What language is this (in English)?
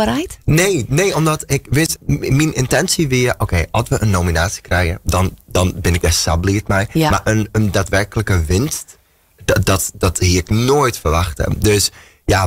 Western Frisian